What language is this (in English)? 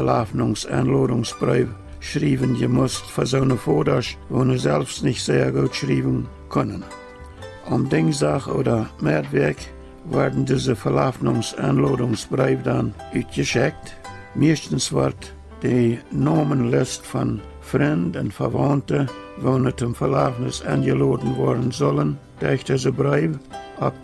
Plautdietsch